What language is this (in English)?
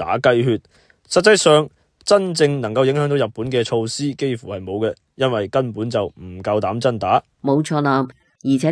Cantonese